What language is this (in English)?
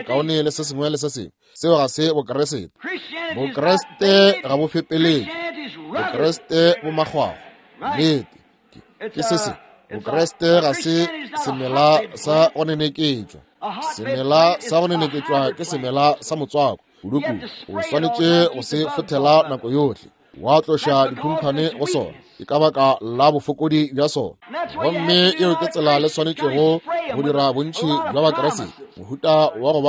Northern Sotho